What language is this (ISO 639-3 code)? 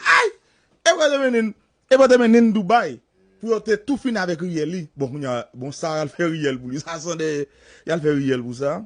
hat